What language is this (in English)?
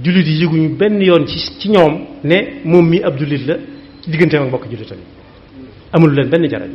Wolof